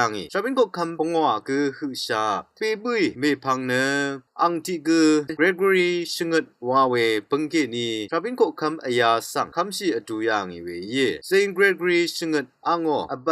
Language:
Rawang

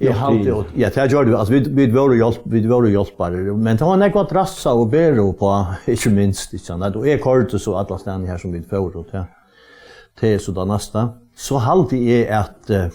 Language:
Faroese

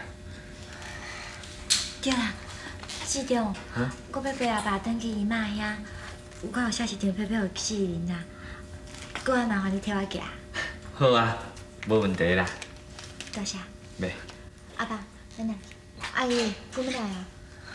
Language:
Min Nan Chinese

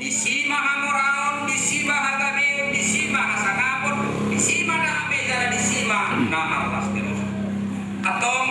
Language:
Batak Toba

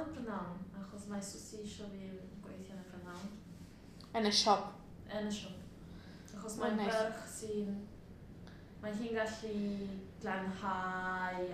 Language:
Welsh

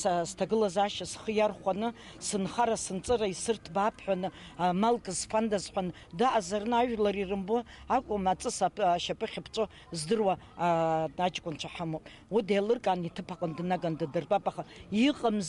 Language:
Abkhazian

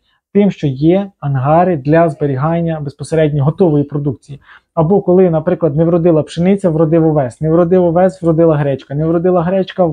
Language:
Ukrainian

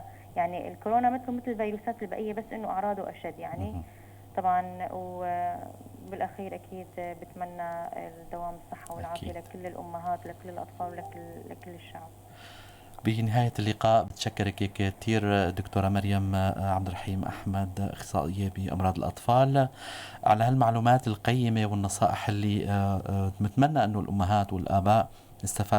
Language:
North Levantine Arabic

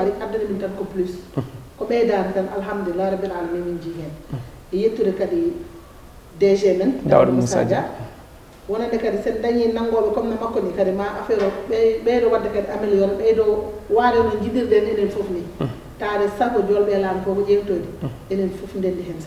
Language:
Fula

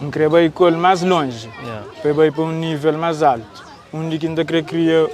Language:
Kabuverdianu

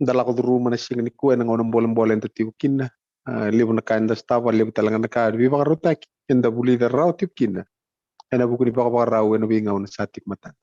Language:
Fijian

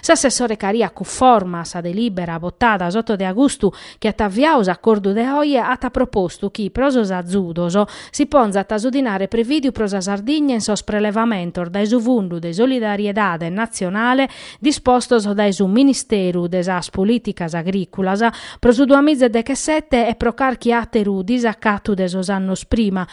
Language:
Sardinian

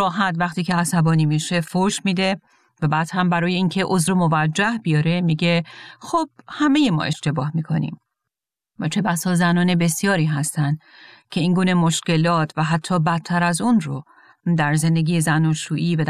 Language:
Persian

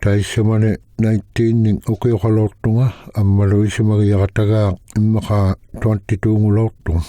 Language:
Inuktitut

